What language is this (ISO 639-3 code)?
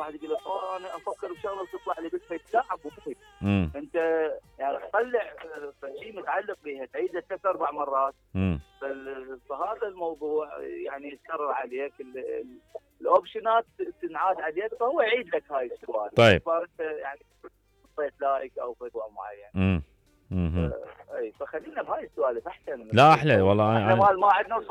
acm